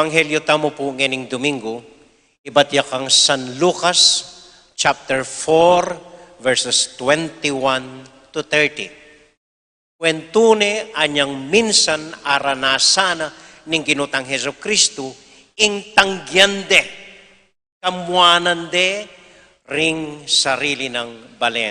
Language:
Pampanga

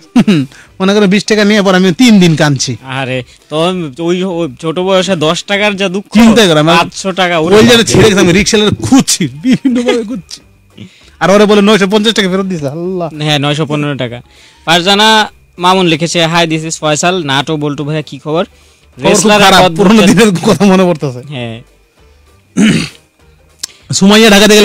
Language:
Bangla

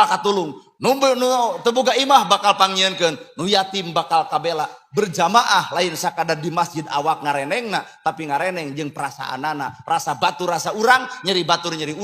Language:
Sundanese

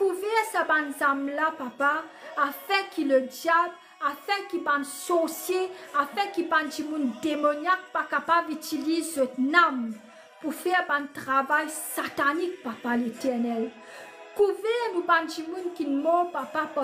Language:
Morisyen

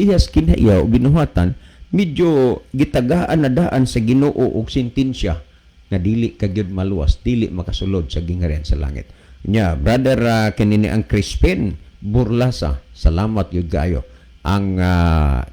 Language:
Cebuano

